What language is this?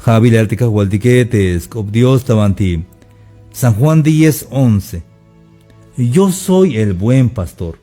Tzeltal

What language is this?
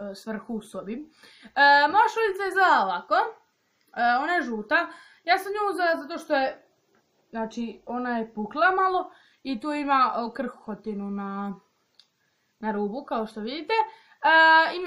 Croatian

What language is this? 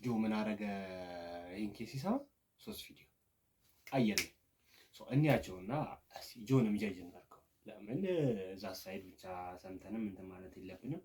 Amharic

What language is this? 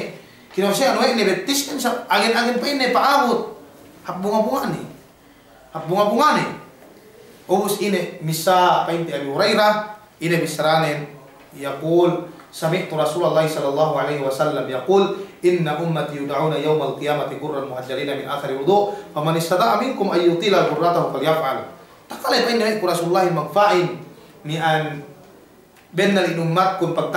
Yakan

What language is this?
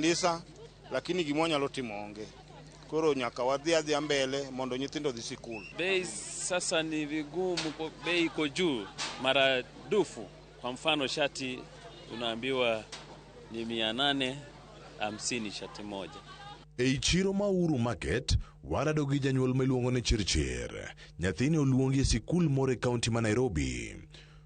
Luo (Kenya and Tanzania)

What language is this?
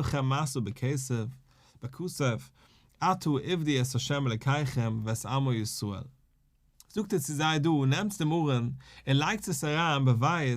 Yiddish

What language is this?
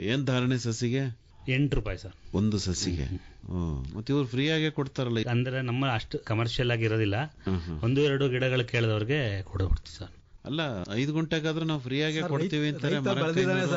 Kannada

